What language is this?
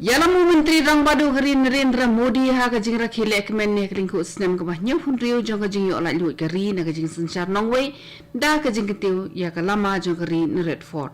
Khasi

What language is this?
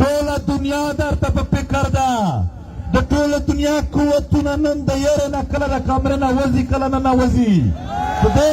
Pashto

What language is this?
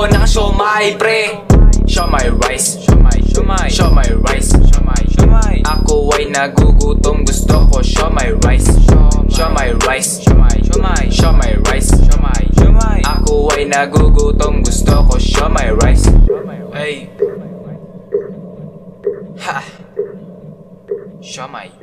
Filipino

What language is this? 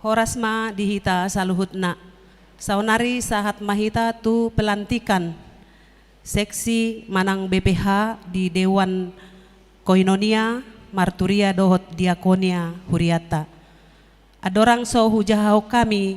Batak Toba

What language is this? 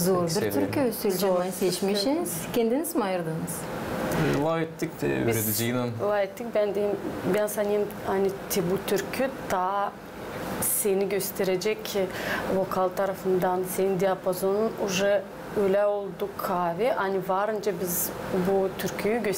Gagauz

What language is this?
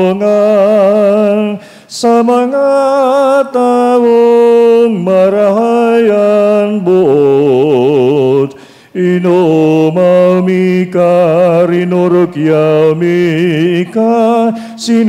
Bikol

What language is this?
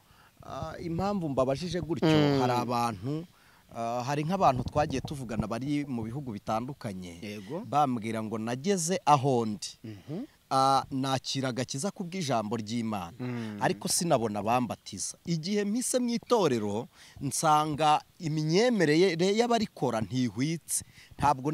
Kinyarwanda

